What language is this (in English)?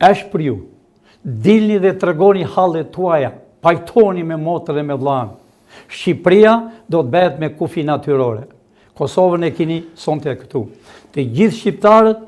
Albanian